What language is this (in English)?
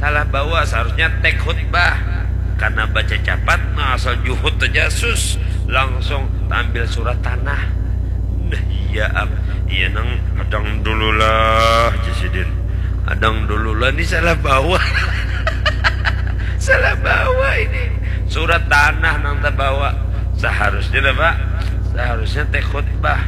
Banjar